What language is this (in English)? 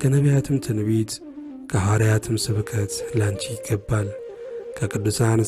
Amharic